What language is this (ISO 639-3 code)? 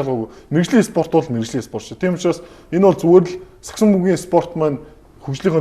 mon